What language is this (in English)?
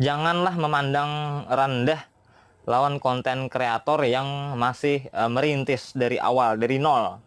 Banjar